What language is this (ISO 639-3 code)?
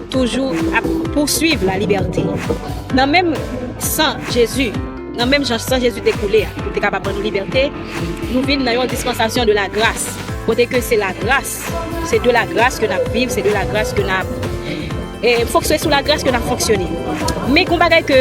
hat